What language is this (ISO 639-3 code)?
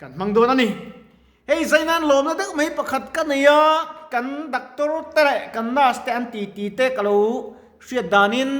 lus